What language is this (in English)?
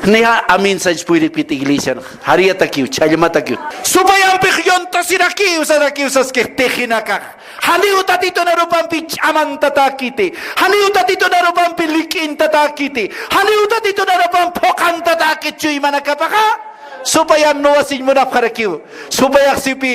Aymara